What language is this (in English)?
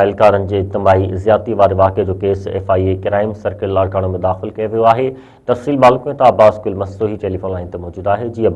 Sindhi